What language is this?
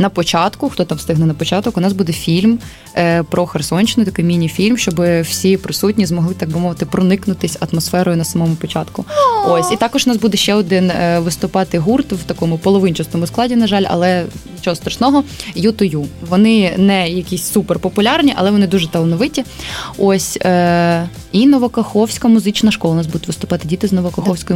Ukrainian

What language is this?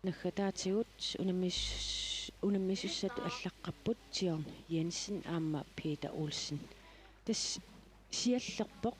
Kalaallisut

